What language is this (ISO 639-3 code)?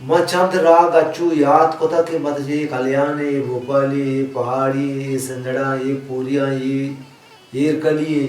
bal